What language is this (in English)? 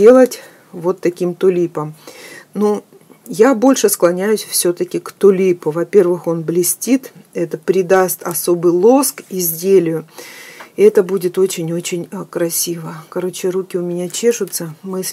Russian